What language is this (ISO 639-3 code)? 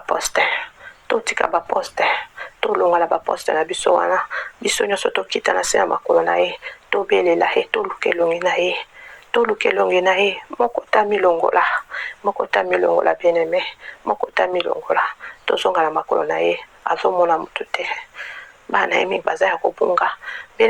lin